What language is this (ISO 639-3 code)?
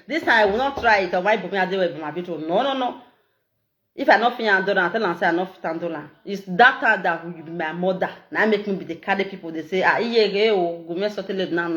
pcm